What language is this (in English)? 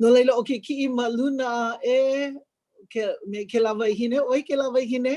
Hawaiian